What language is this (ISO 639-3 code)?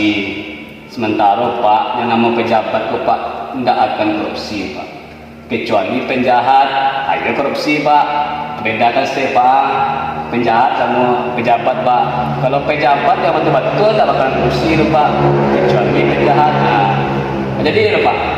min